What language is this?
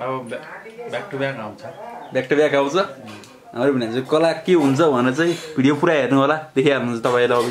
Nepali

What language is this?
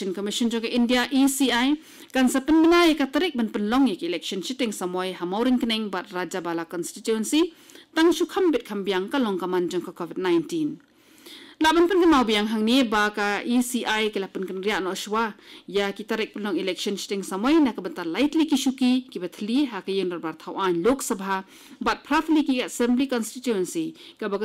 Khasi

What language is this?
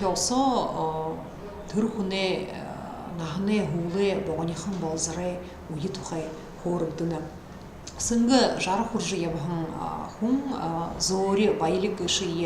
Buriat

